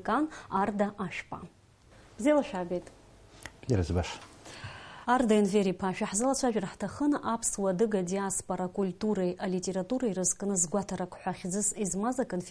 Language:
Abkhazian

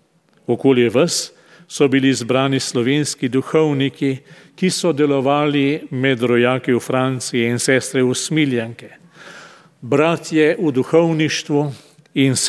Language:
Slovenian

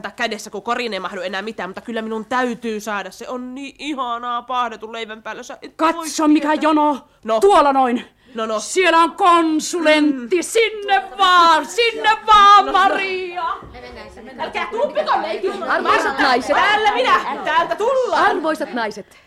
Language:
Finnish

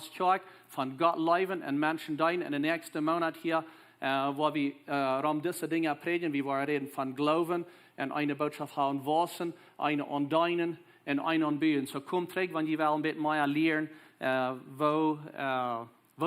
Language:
Plautdietsch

